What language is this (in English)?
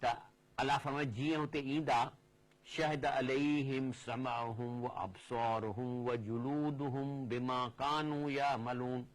Sindhi